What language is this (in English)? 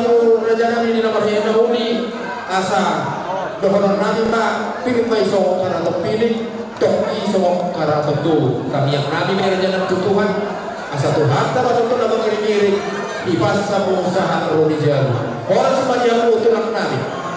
Batak Toba